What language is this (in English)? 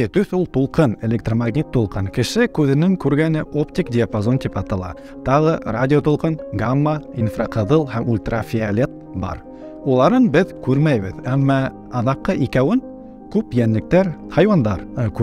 Bashkir